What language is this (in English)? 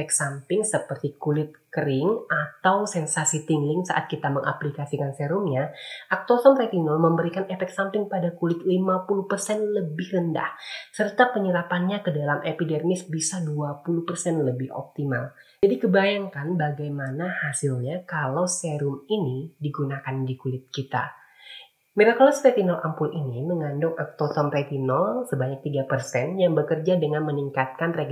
Indonesian